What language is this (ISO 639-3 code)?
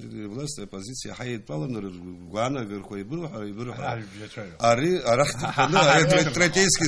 abk